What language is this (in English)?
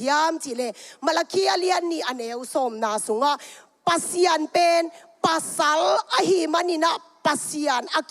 Tedim Chin